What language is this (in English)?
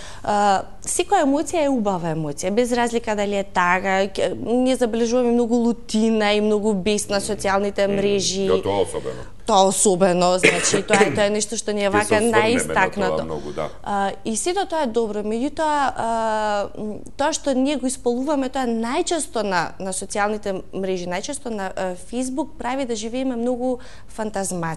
Macedonian